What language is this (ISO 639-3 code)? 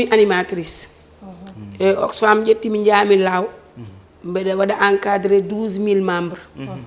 ful